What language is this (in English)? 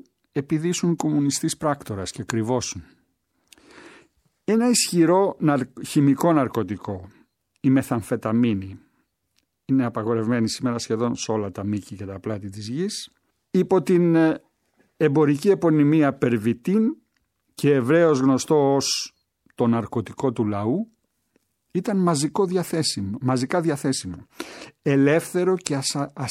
Greek